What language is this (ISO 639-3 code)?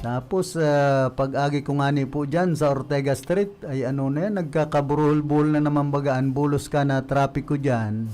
bik